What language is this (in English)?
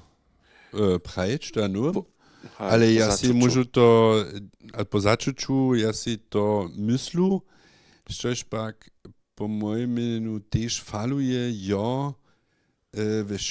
Upper Sorbian